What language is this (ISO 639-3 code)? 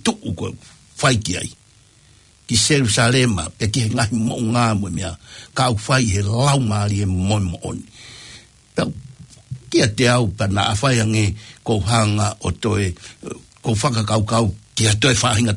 ton